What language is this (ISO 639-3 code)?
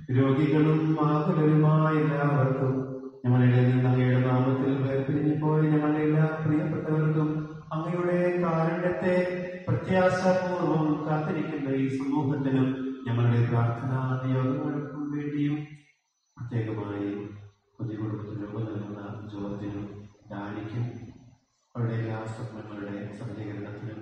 mal